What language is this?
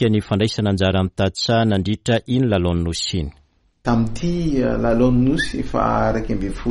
Malagasy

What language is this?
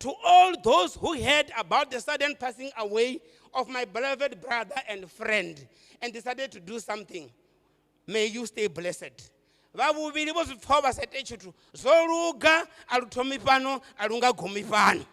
Venda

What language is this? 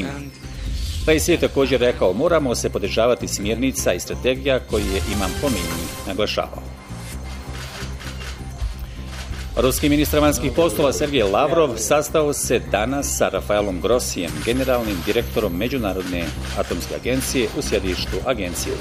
Bosnian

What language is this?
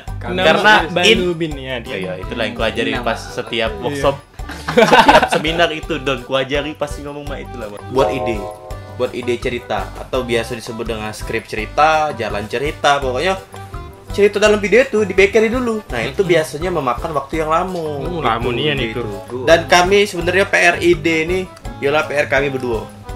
Musi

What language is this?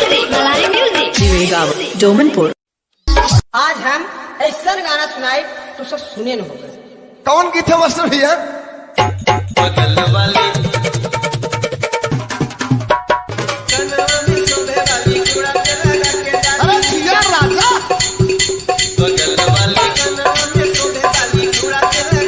Bhojpuri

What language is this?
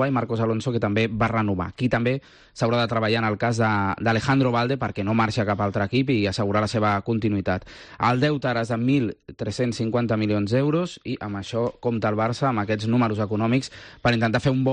Catalan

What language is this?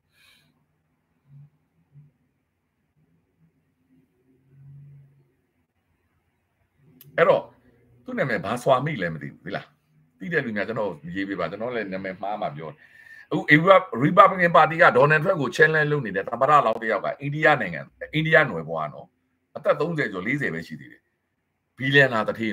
Burmese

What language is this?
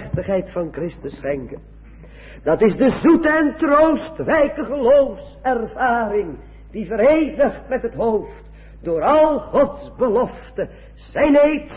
Dutch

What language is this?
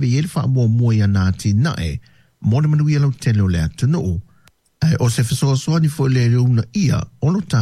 Samoan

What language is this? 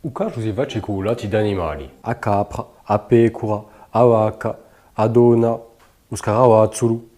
Corsican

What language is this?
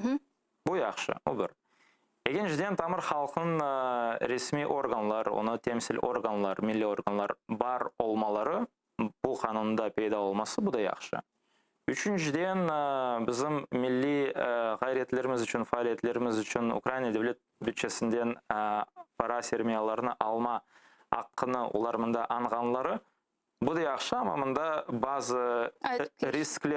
Crimean Tatar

